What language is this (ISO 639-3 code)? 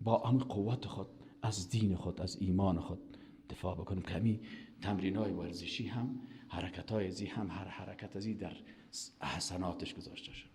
fas